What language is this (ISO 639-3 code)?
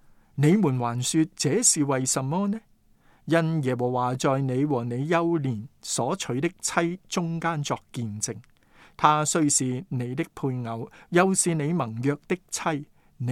yue